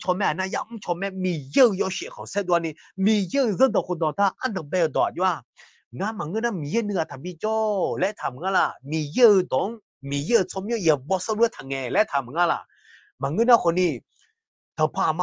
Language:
Akha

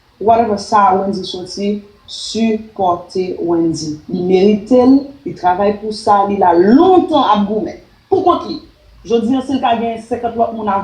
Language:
Haitian Creole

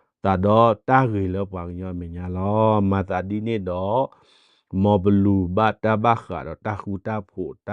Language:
S'gaw Karen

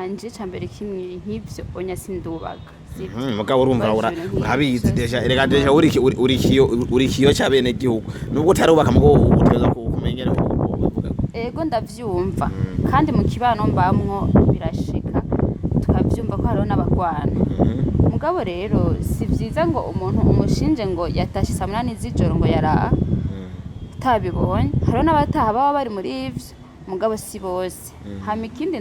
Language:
Rundi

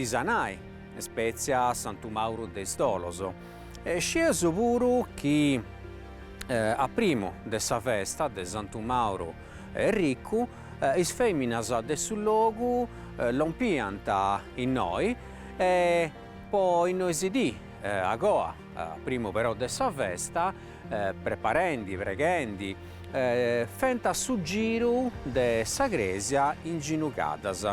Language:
Sardinian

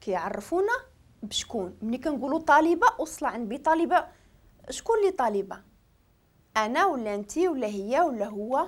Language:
Moroccan Arabic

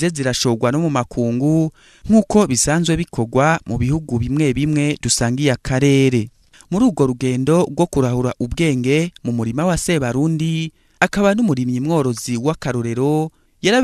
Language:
Rundi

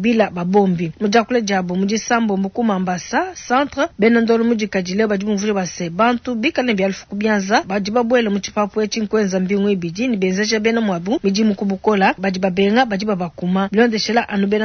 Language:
Luba-Lulua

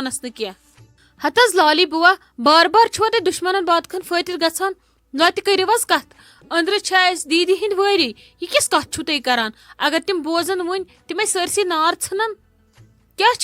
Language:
Kashmiri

